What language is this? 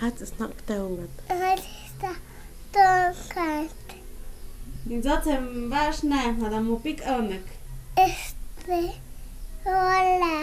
Totontepec Mixe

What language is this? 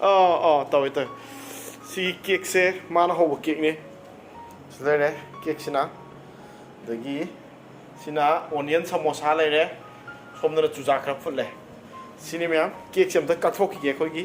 Manipuri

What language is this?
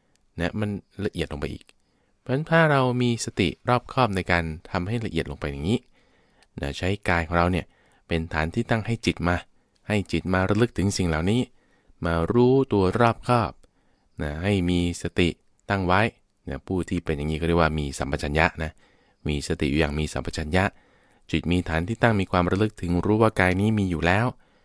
Thai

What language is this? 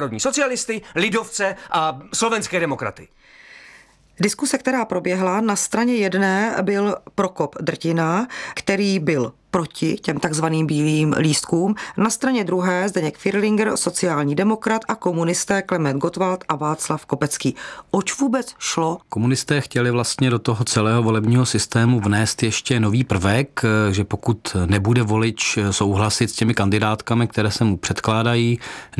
Czech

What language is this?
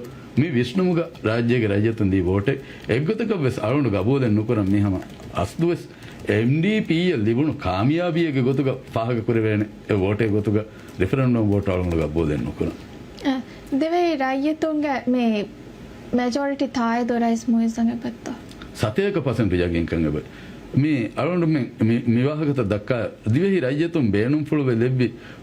Divehi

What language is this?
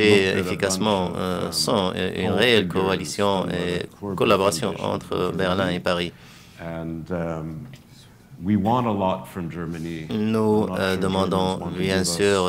French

